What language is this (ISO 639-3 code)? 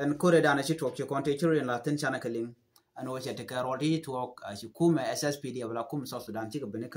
nus